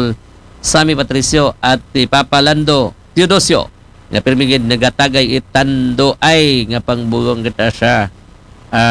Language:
Aklanon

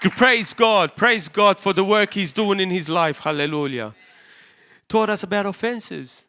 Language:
English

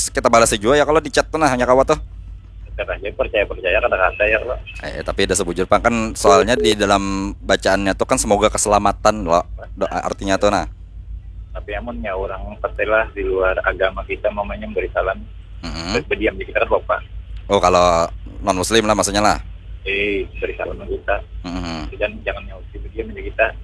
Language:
Banjar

